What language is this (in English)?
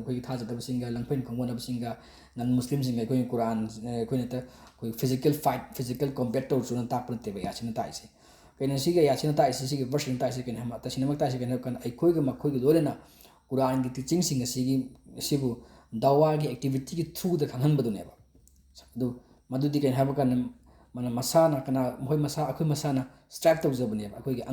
Manipuri